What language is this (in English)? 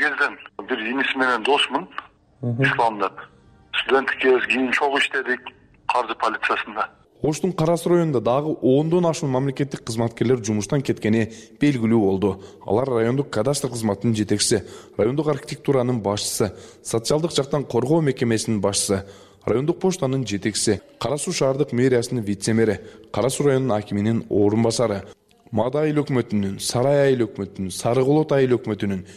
Kyrgyz